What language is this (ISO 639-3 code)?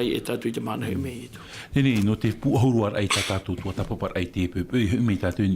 tah